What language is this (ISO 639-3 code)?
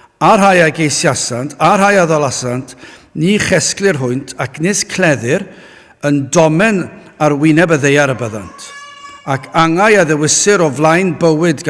cym